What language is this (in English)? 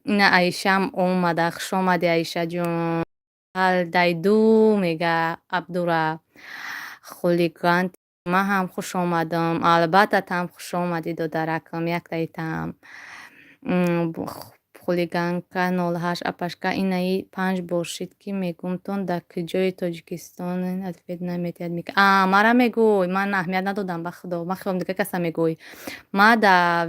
Tajik